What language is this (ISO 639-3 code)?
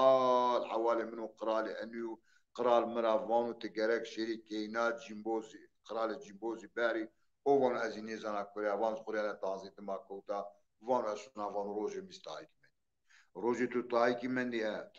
zza